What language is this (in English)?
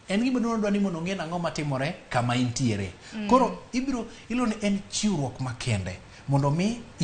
Luo (Kenya and Tanzania)